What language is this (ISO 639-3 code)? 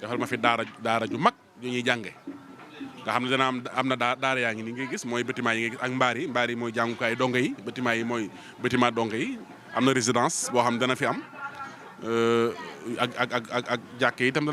wol